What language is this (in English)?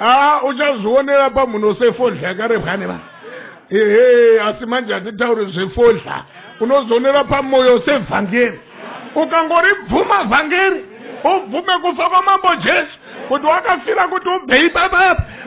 Shona